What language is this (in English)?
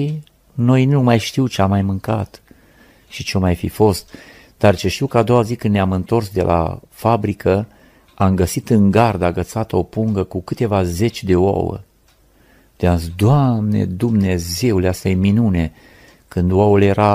Romanian